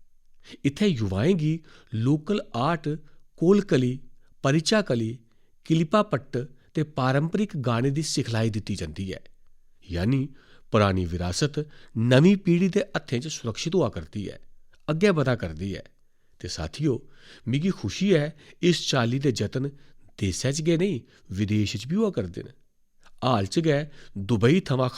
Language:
Dogri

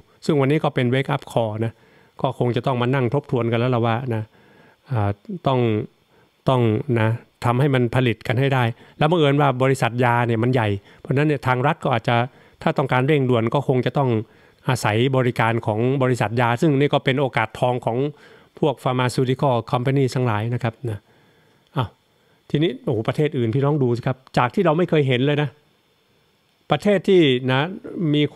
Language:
Thai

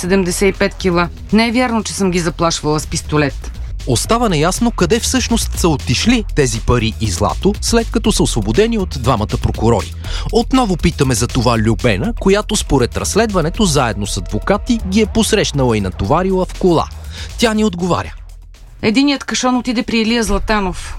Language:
Bulgarian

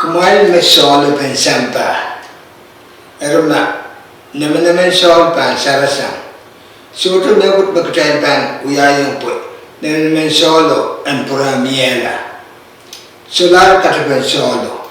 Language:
Pohnpeian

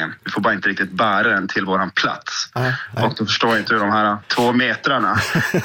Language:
Swedish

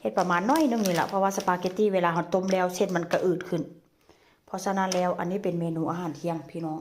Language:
Northeastern Thai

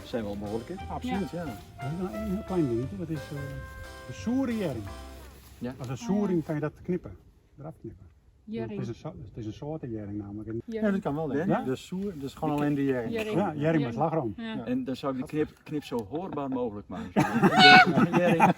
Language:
Western Frisian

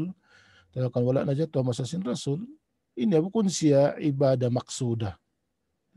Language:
Tausug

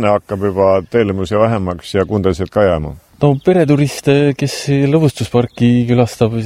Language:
Estonian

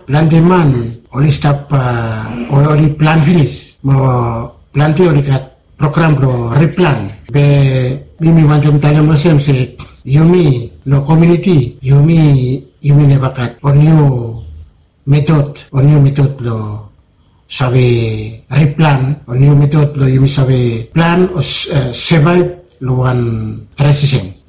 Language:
Bislama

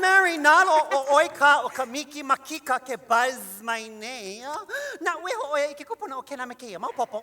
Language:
Hawaiian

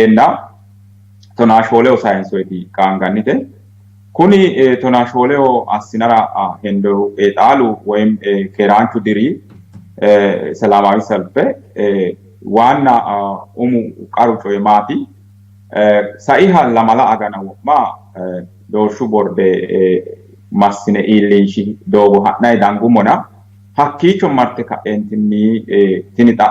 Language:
Sidamo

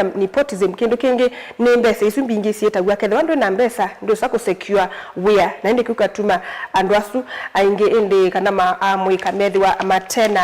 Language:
Kamba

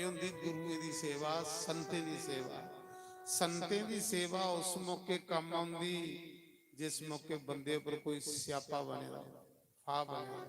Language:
Dogri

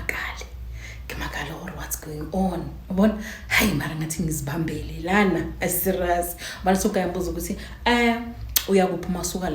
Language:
Zulu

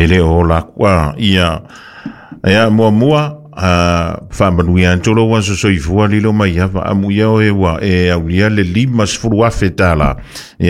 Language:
Samoan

